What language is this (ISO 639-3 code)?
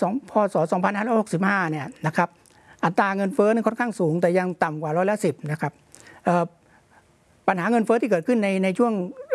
tha